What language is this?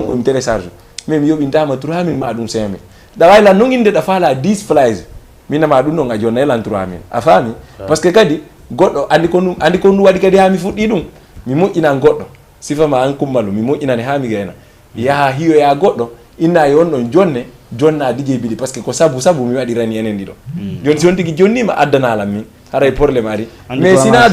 Fula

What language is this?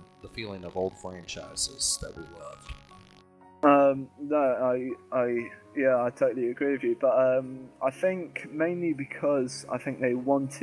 English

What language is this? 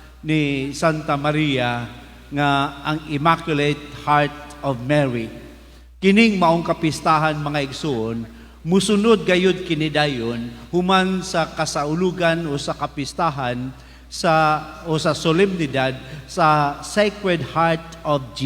Cebuano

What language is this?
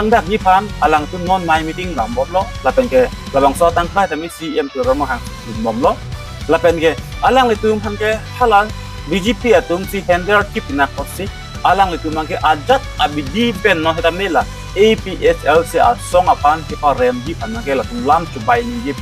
Karbi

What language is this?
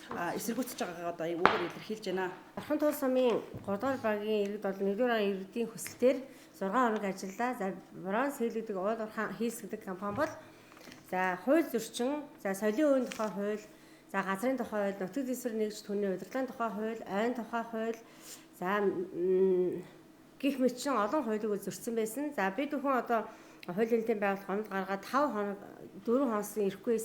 Mongolian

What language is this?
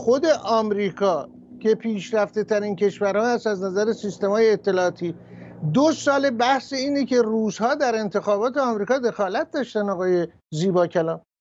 Persian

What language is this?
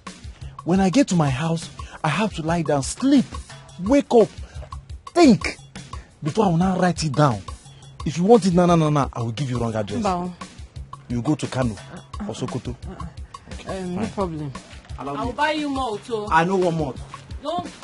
Nigerian Pidgin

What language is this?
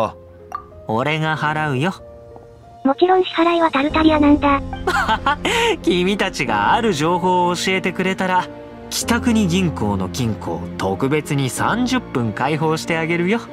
Japanese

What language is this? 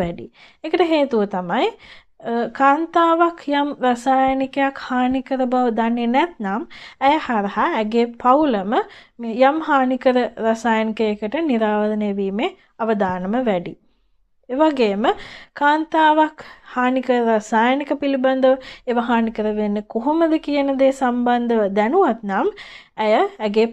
Sinhala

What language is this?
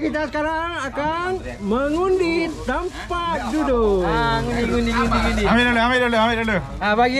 Malay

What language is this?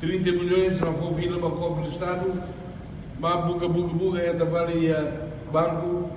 Tetum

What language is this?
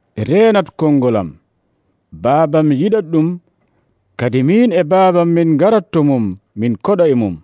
Nigerian Fulfulde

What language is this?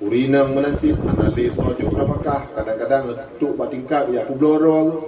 Achinese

